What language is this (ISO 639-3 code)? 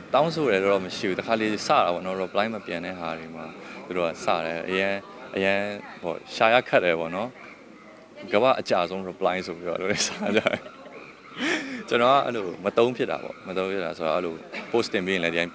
mya